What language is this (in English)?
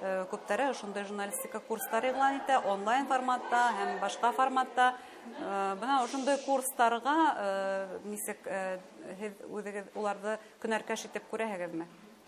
Bashkir